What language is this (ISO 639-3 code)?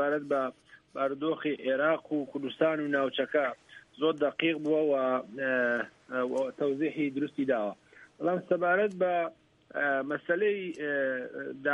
ckb